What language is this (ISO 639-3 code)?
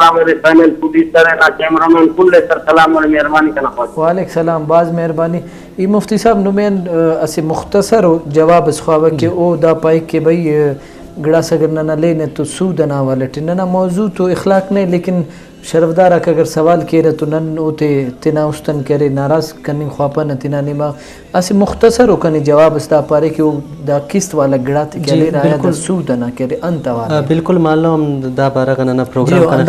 brh